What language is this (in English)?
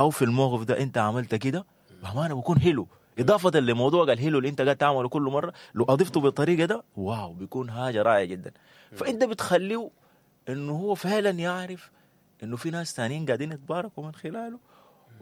Sudanese Arabic